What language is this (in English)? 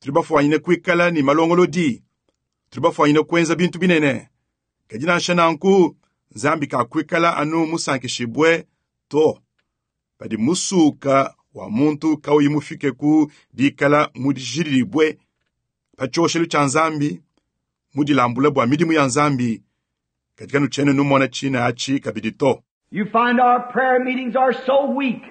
Luba-Lulua